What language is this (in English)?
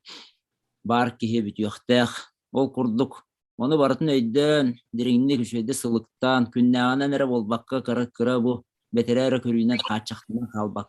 Yakut